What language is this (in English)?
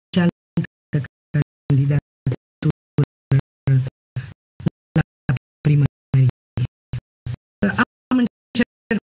Romanian